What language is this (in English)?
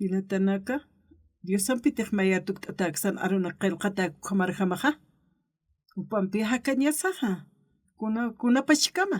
Aymara